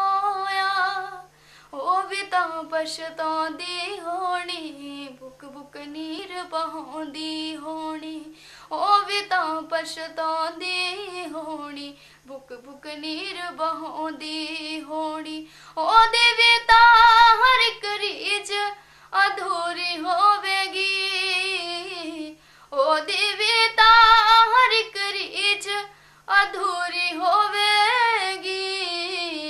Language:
Punjabi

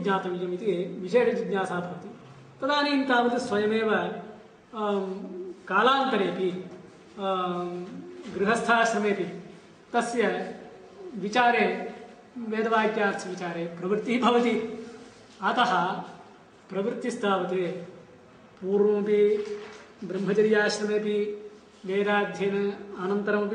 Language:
Sanskrit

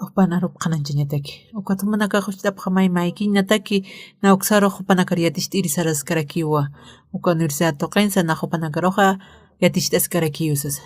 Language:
Aymara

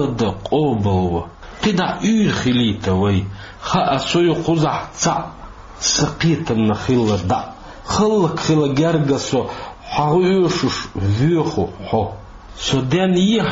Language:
Chechen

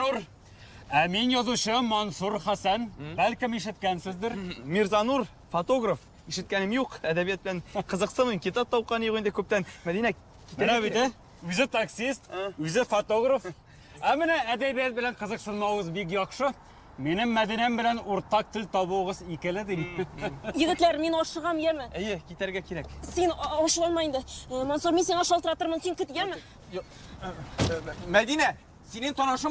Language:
Tatar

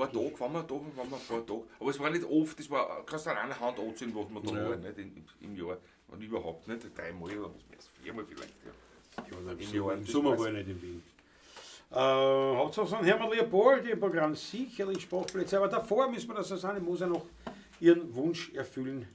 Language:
Bavarian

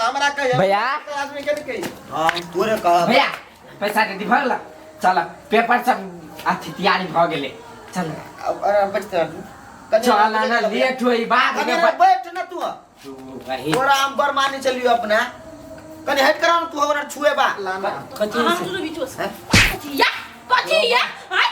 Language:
Maithili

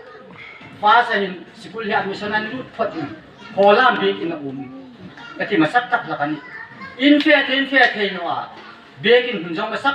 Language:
Hmar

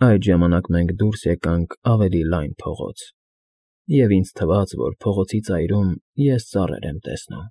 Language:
Armenian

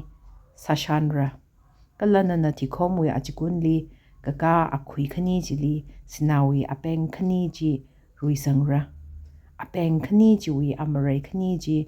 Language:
Tangkhul Naga (India)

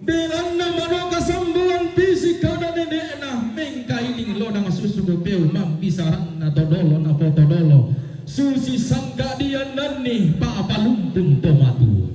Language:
Toraja-Sa'dan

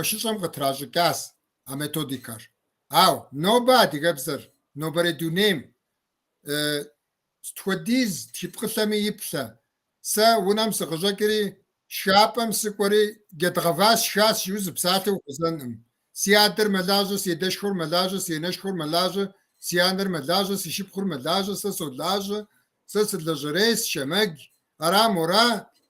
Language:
Kabardian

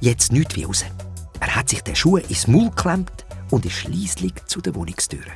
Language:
Swiss German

